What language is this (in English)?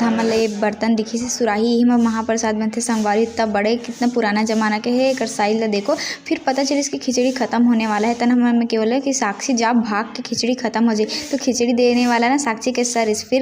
Chhattisgarhi